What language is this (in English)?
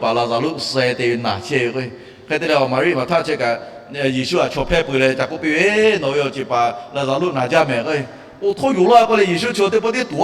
Lahu